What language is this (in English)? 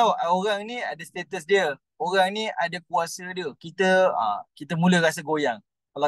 Malay